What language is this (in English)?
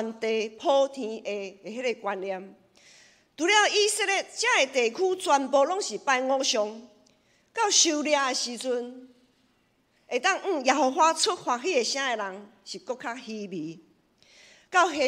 Min Nan Chinese